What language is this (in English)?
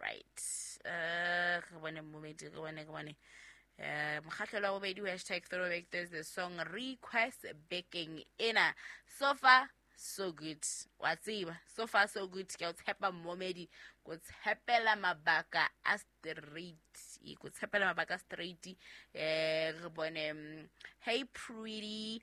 Southern Sotho